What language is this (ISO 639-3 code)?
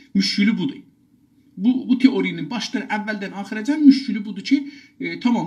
azb